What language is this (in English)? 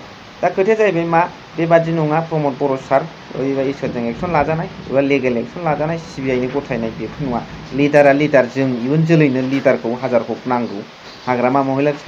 Bodo